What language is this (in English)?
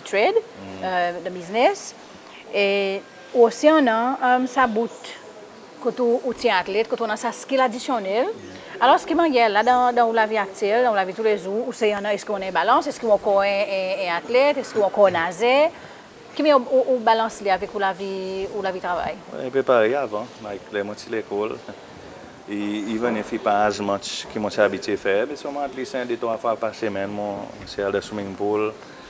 Seselwa Creole French